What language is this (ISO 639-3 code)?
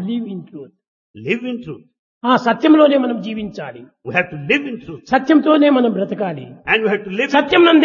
tel